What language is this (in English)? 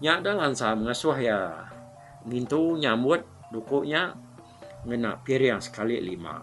Iban